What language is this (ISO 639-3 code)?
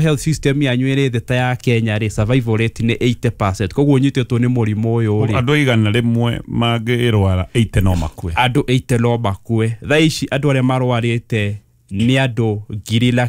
kik